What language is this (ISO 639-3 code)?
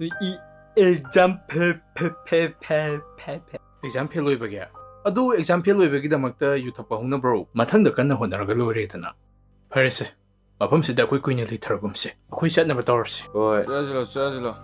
mni